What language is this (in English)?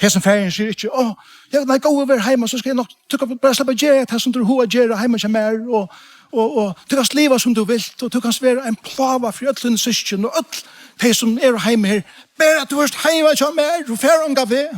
Faroese